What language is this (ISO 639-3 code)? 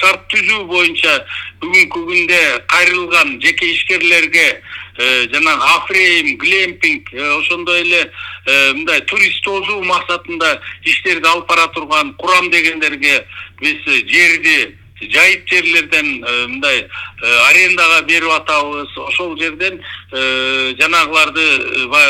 kir